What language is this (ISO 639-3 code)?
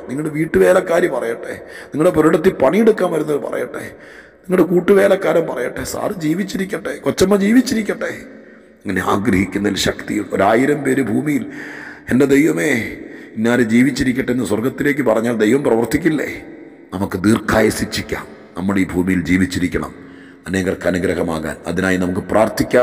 mal